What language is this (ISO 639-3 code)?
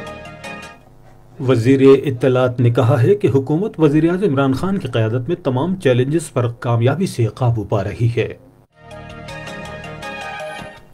urd